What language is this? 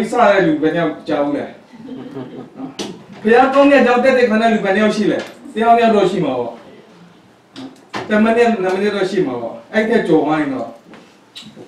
Burmese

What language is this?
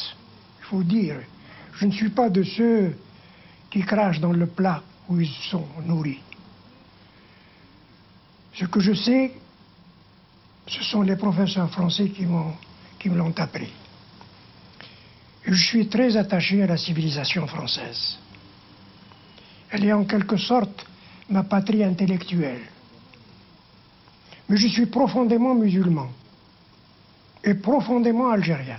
French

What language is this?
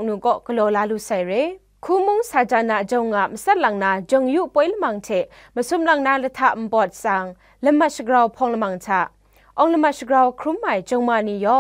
Kachin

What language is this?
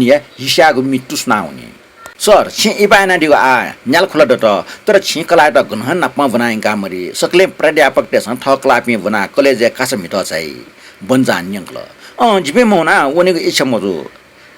Newari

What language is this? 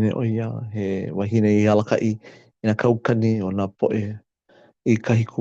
Hawaiian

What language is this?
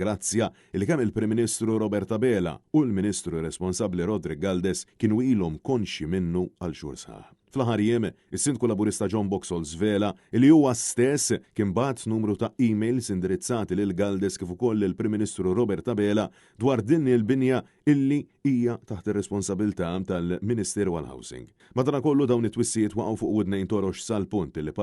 Maltese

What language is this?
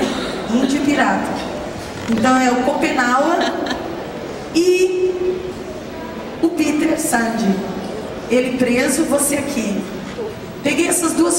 Portuguese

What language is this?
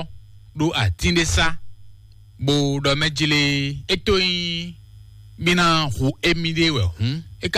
Fon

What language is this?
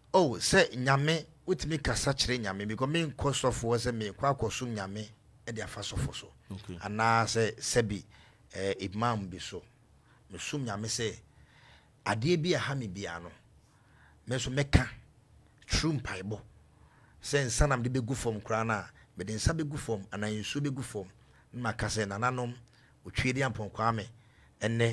Akan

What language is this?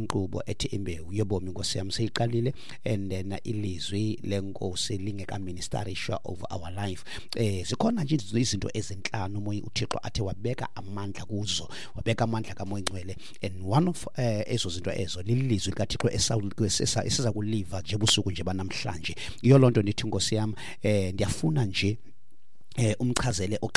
Xhosa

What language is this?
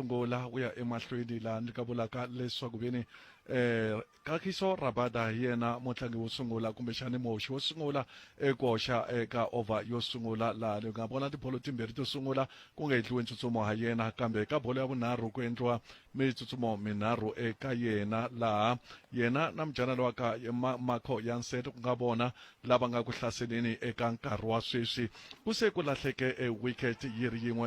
Tsonga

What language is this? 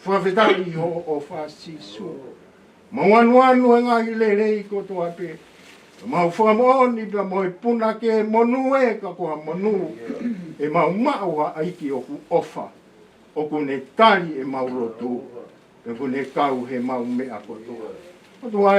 Tongan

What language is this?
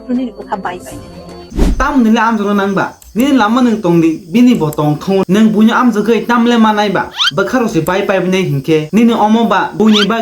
Kok Borok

